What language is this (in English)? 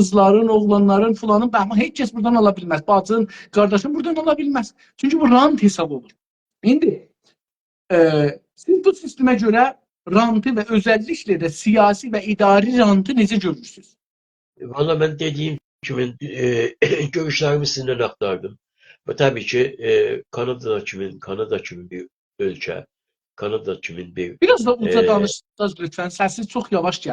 South Azerbaijani